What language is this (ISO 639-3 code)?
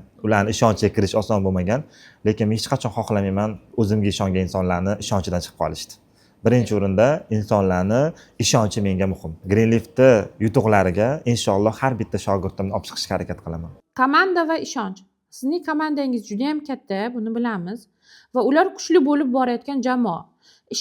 uzb